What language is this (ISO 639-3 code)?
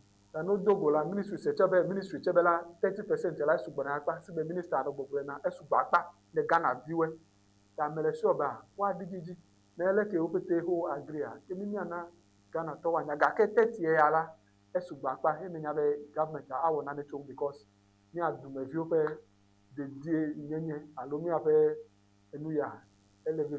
ewe